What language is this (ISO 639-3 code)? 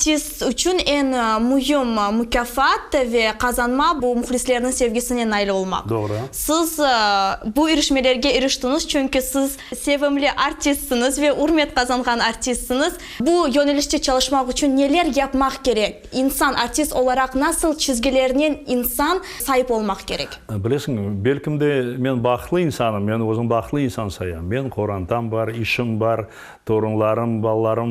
crh